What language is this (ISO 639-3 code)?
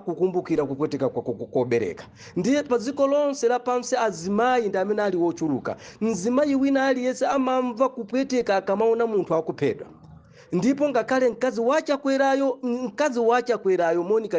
nya